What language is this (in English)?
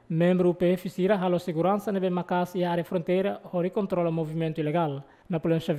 Tetum